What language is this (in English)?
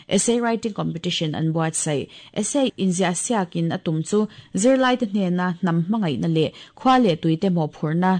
Mizo